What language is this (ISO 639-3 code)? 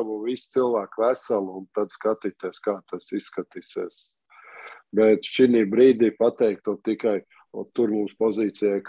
lav